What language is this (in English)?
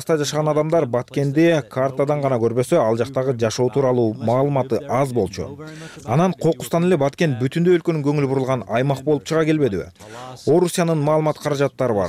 Kyrgyz